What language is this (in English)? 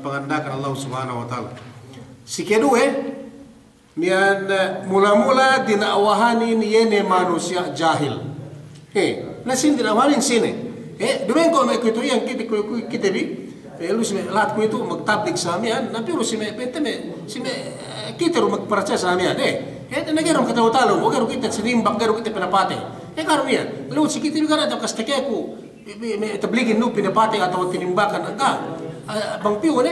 Yakan